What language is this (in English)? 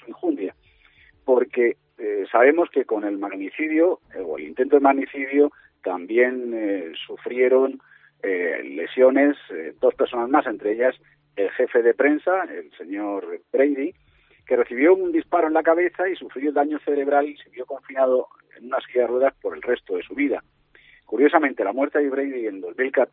Spanish